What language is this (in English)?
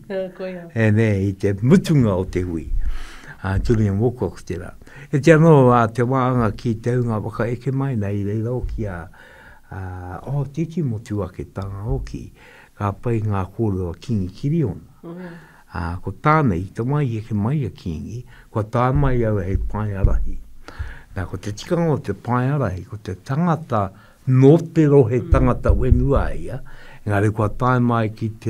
Māori